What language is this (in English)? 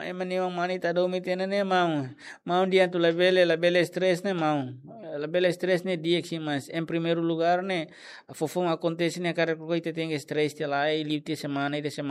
Tetum